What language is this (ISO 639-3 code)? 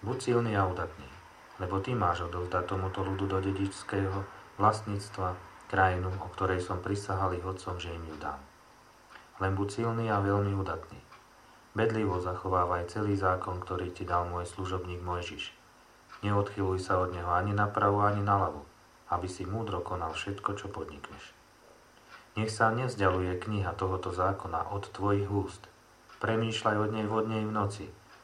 slk